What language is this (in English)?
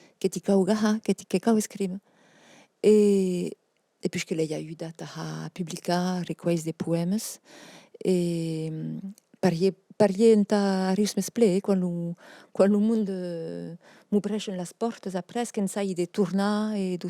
Occitan